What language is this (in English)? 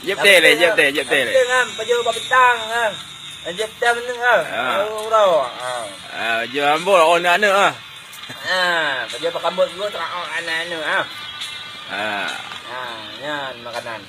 Achinese